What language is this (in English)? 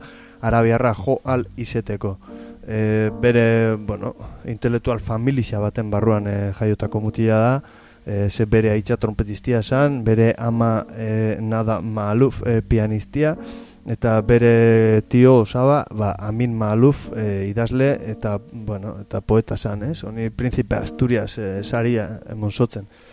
Basque